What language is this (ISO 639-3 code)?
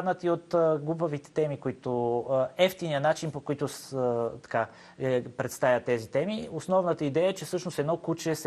bul